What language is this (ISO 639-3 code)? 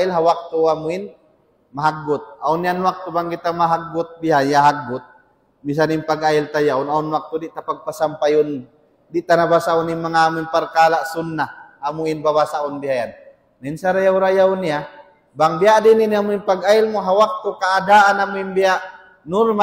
tsg